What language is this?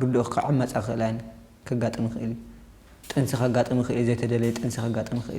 Tigrinya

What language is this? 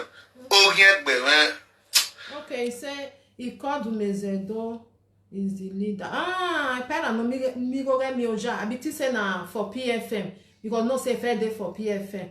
Nigerian Pidgin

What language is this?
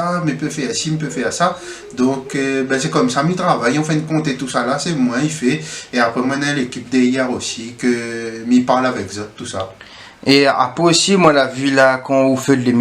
Réunion Creole French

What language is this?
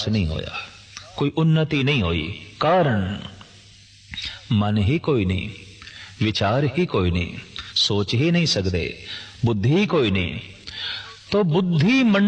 Punjabi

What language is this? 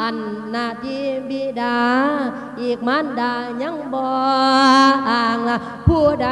Lao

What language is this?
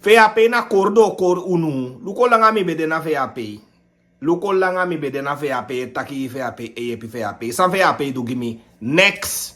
Sranan Tongo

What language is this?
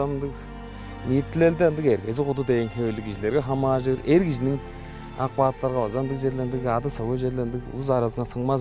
Tuvinian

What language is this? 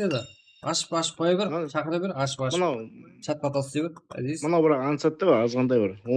Kara-Kalpak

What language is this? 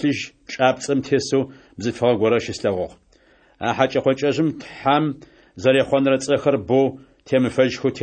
Adyghe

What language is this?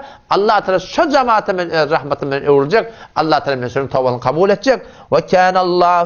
Turkmen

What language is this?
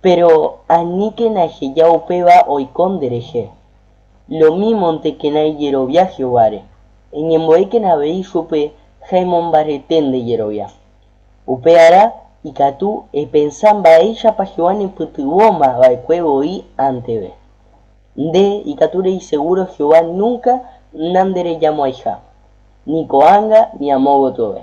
Guarani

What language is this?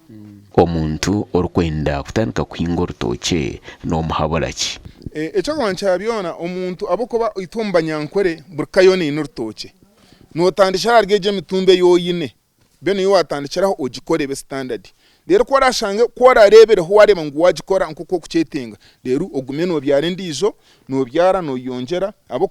Nyankole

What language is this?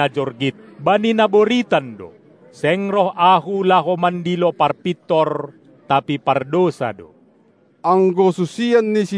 Batak Simalungun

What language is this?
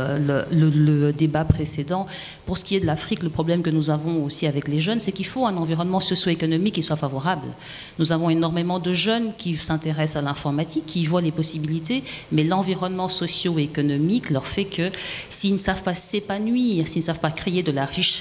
French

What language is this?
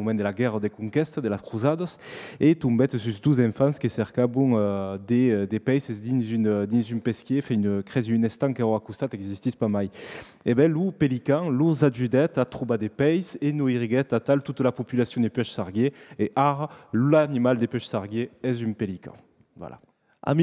Occitan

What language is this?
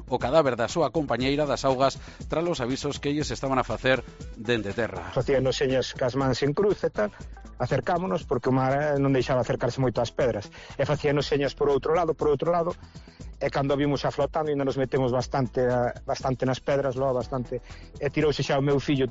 Galician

